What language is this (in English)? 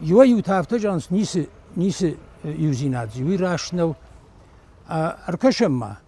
Ossetic